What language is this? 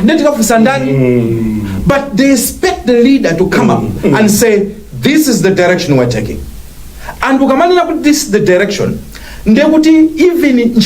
Nyanja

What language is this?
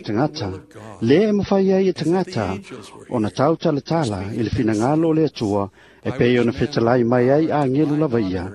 Samoan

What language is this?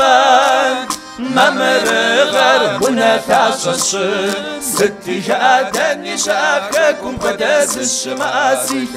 Kabardian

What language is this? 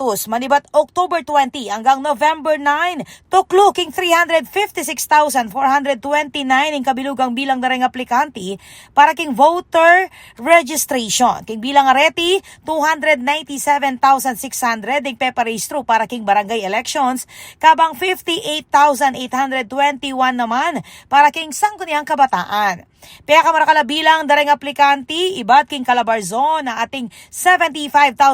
Pampanga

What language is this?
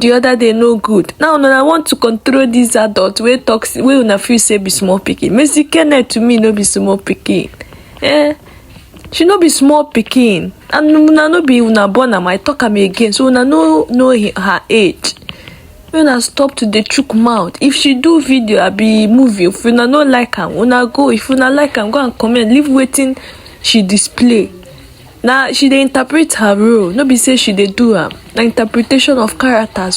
Nigerian Pidgin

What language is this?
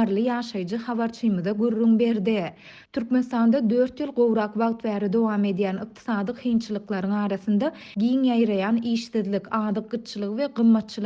Turkmen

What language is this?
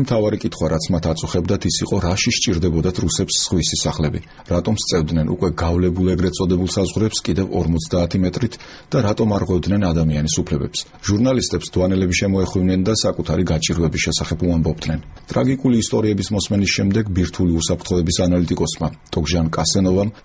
Georgian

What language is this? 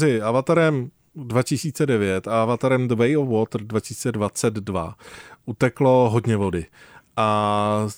Czech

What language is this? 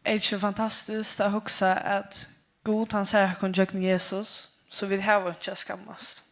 Faroese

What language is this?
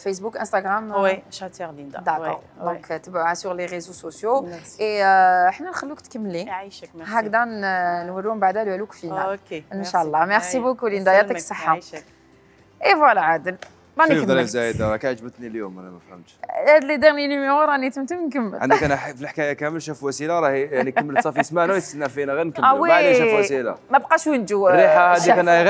Algerian Arabic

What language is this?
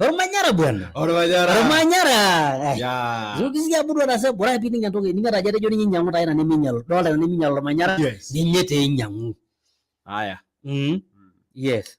Masai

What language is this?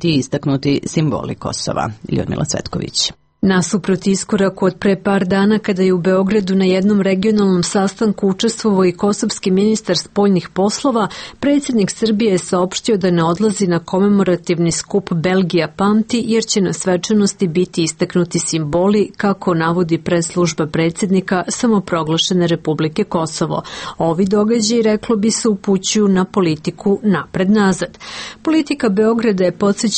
Serbian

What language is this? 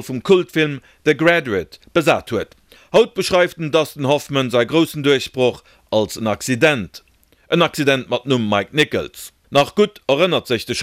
Luxembourgish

